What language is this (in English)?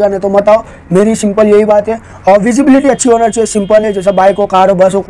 Hindi